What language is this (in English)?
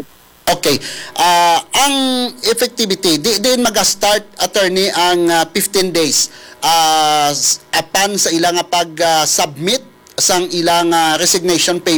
Hiligaynon